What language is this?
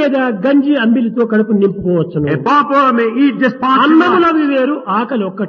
Telugu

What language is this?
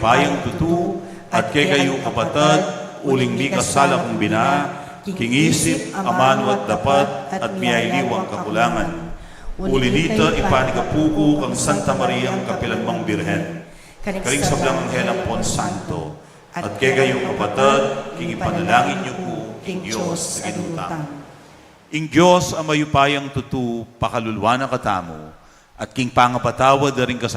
Pampanga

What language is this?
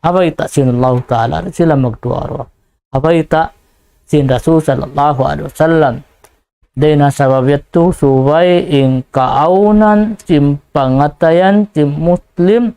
Tausug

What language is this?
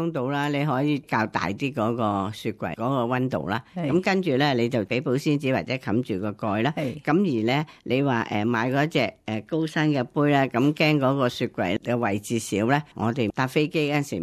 Cantonese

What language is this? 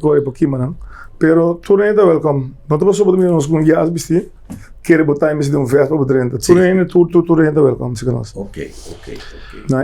Papiamento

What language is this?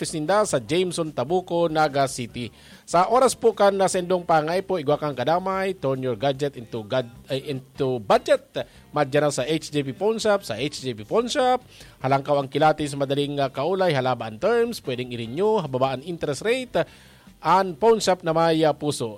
Bikol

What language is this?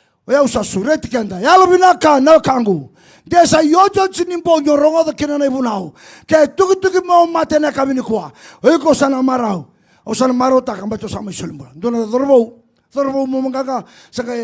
Fijian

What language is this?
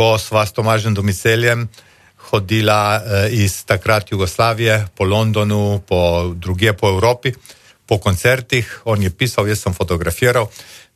Slovenian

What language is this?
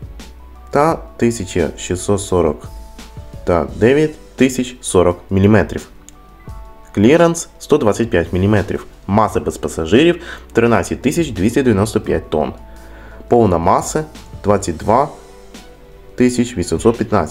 Ukrainian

